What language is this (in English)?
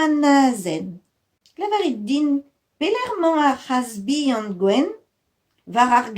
Breton